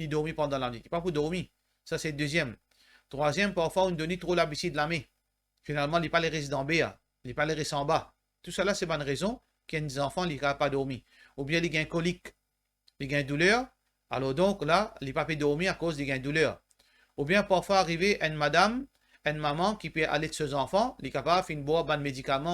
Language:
Morisyen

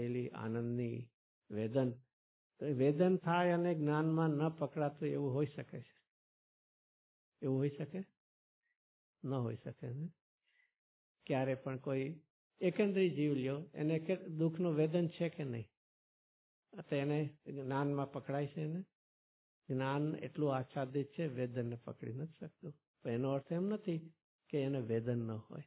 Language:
Gujarati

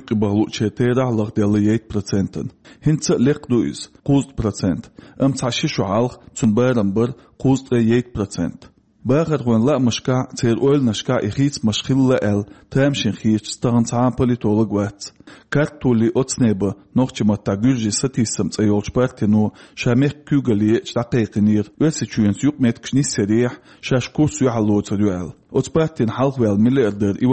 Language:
Chechen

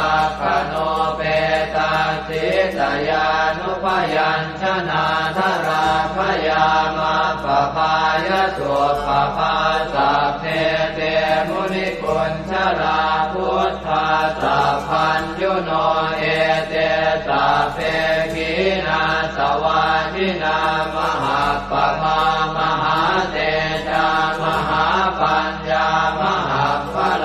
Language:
Pali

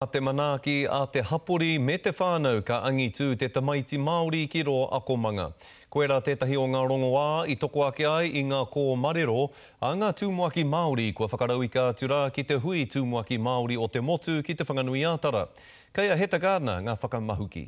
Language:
Māori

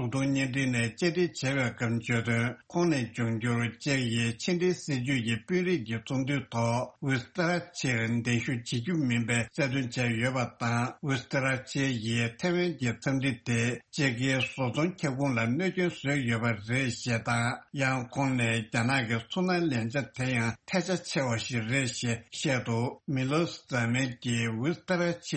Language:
Tibetan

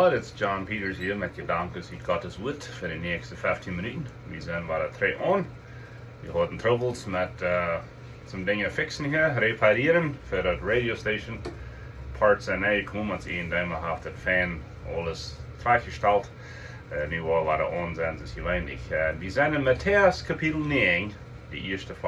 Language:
Plautdietsch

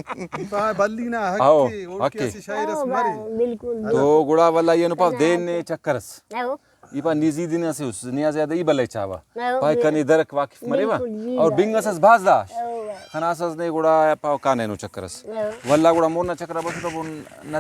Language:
Brahui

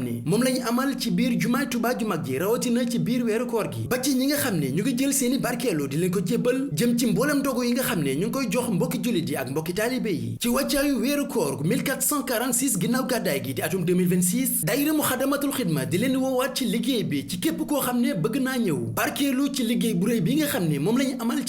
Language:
Wolof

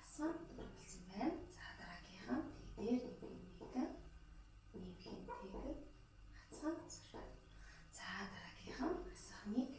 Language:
Mongolian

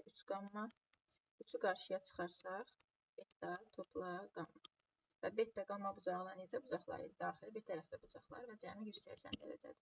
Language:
Azerbaijani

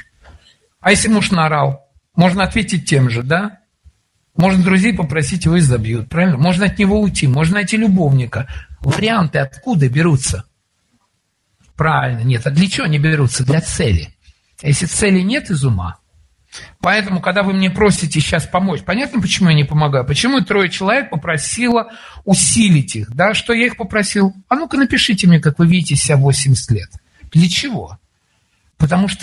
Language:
Russian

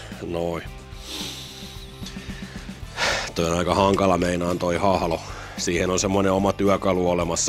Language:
Finnish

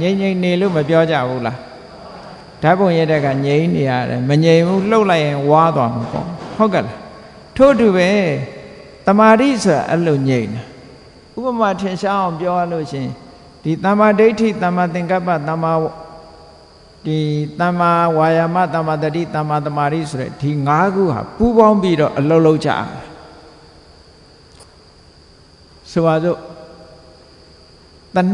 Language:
Burmese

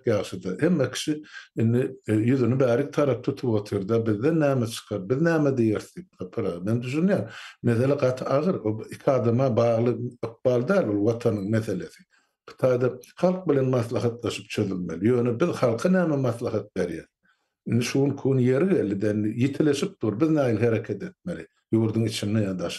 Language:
Turkmen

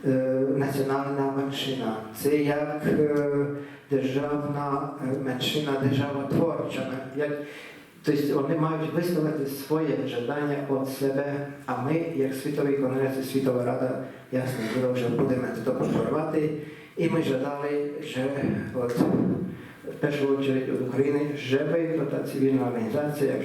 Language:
Rusyn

